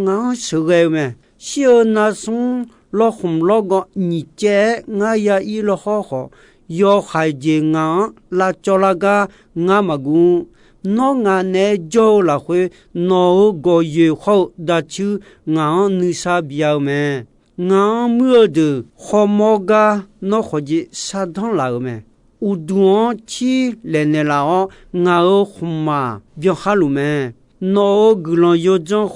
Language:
Akha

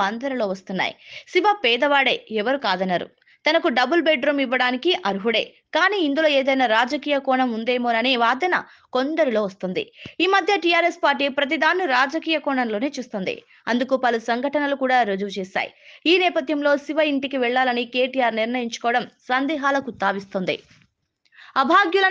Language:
Telugu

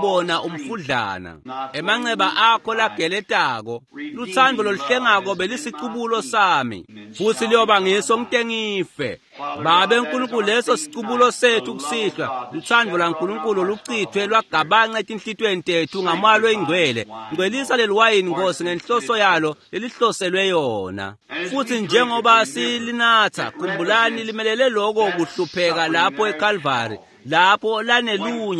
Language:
Swati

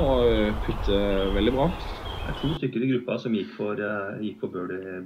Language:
Norwegian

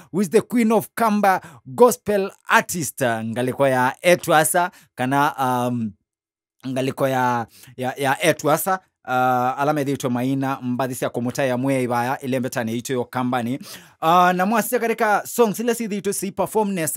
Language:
Kamba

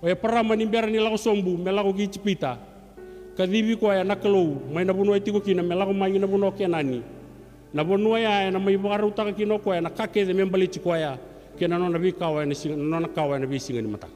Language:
Fijian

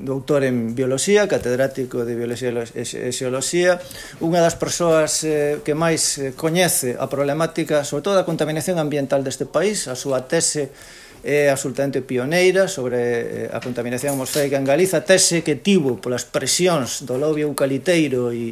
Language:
Galician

